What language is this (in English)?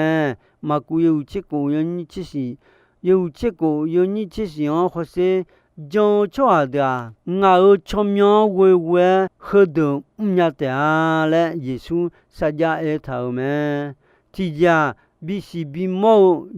Akha